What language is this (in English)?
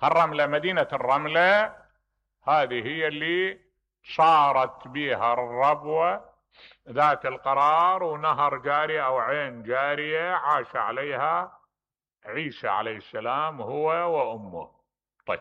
Mesopotamian Arabic